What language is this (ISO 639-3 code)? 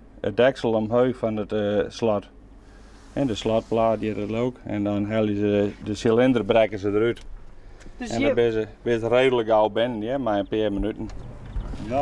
fry